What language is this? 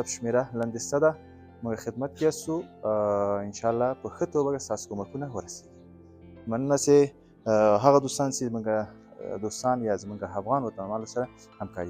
Pashto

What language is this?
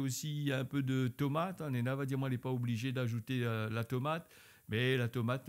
Réunion Creole French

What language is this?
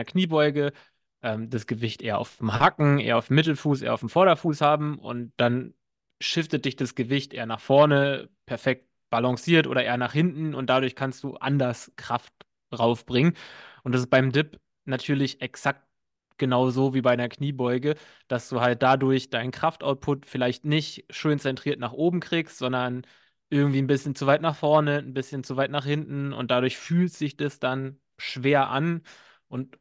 German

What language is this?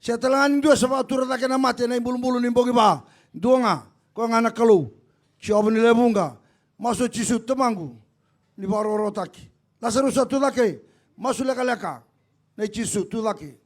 Fijian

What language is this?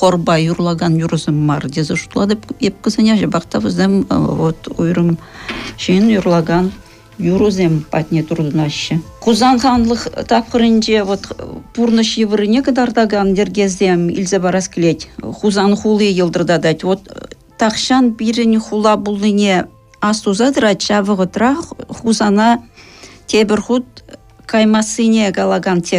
Chuvash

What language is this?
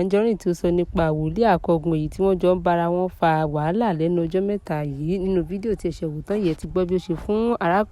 Yoruba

